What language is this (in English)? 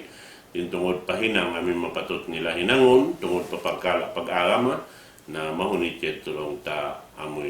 Tausug